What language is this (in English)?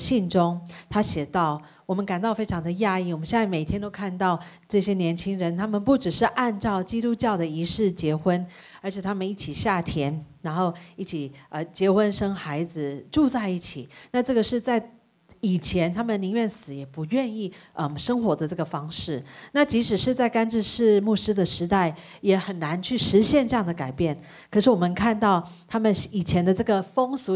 Chinese